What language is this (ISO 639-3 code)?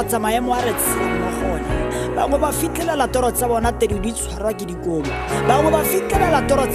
tsn